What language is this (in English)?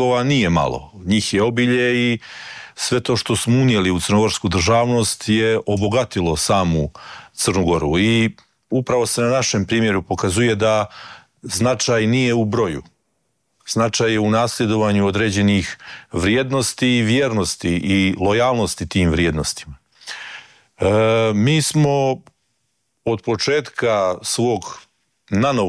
Croatian